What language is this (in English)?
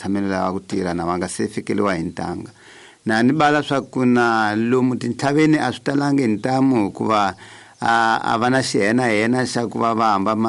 Tsonga